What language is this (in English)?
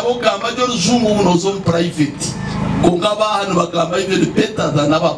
Nyankole